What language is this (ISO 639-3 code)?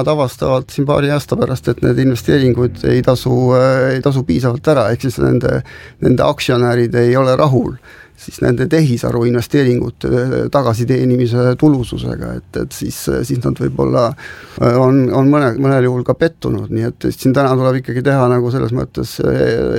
est